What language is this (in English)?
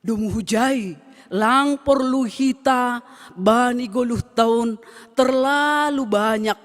Batak Simalungun